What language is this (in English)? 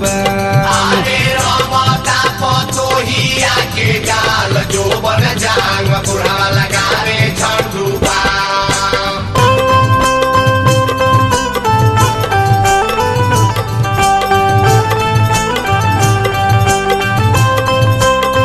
Bhojpuri